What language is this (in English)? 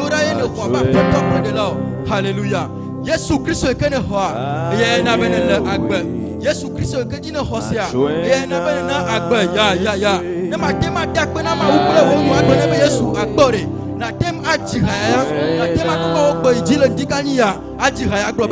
Ewe